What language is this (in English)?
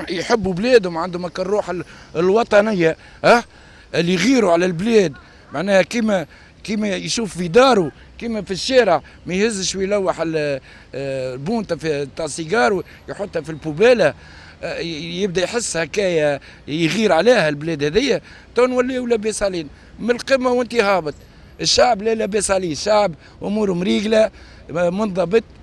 Tunisian Arabic